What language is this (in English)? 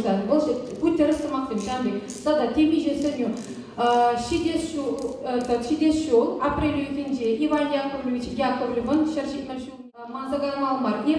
Chuvash